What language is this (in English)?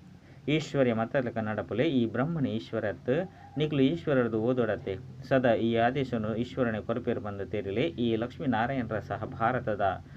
Tulu